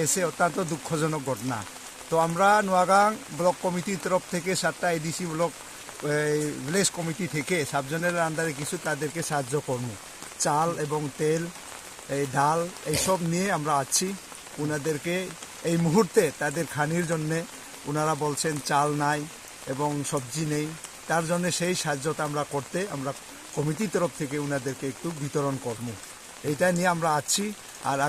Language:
Riang (India)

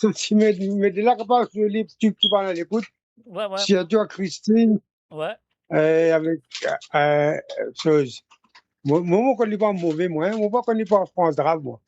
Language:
Morisyen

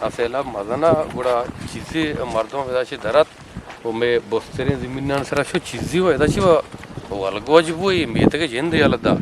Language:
Eastern Balochi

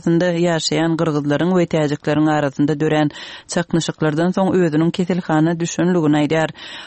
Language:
Turkmen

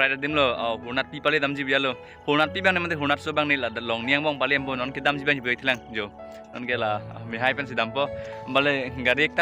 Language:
Karbi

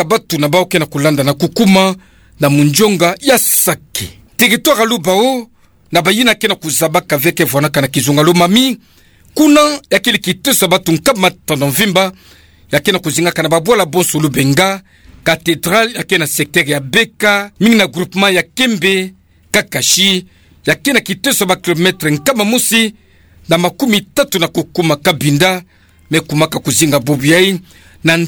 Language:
Kituba (Democratic Republic of Congo)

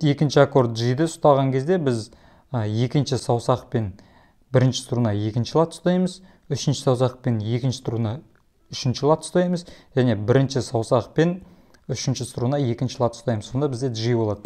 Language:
Kazakh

